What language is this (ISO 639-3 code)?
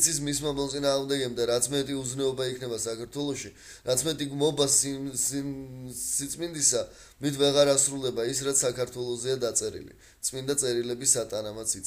kat